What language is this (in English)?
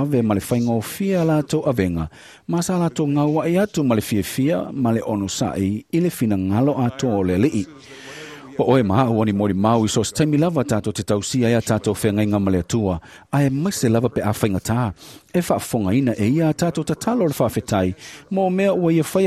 Samoan